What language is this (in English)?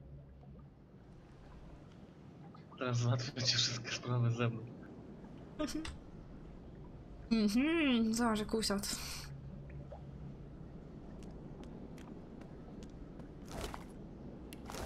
Polish